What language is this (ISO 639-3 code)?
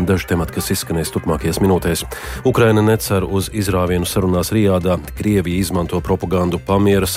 lav